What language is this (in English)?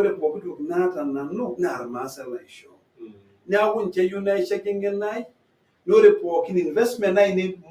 Masai